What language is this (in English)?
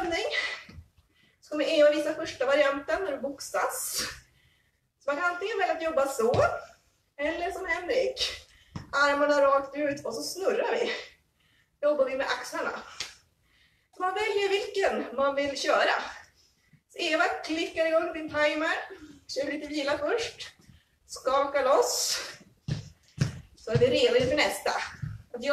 Swedish